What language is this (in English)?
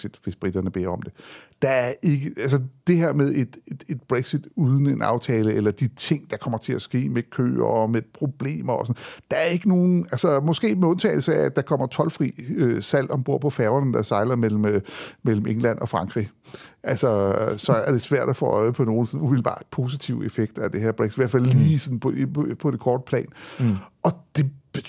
Danish